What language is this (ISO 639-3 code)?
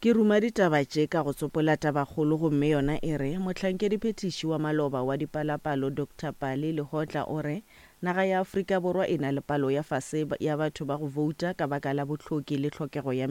nso